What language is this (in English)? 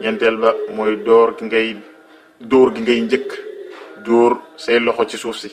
Wolof